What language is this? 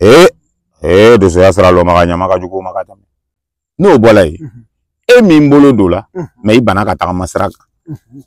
Bambara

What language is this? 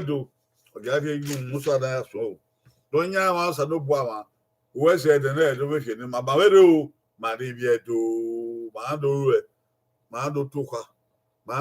Bini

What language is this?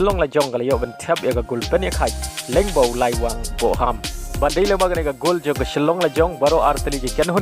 Khasi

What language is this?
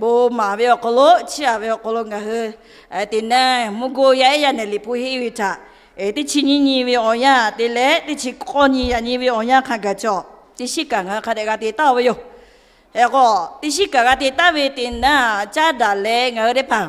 Lahu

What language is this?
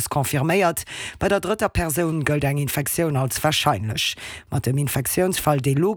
Luxembourgish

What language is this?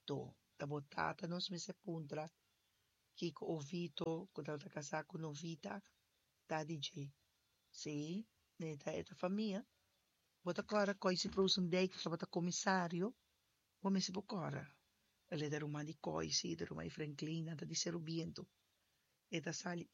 Papiamento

